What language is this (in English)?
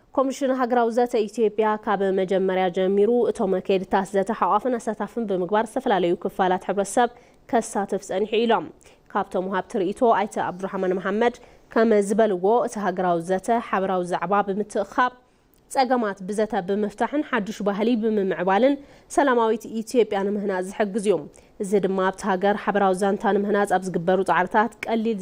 Tigrinya